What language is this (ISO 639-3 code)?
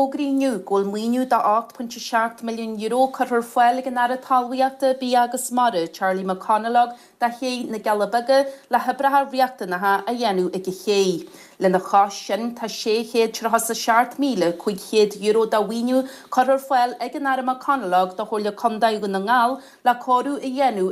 gle